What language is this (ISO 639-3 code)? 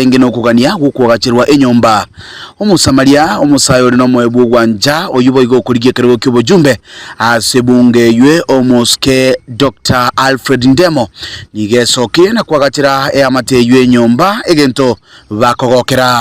guz